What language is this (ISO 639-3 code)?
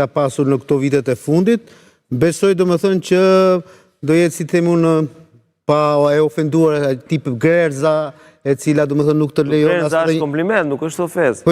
sqi